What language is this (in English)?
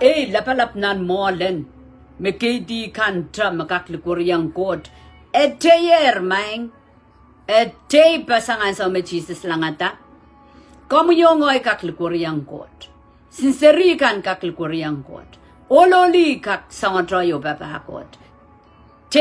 Pohnpeian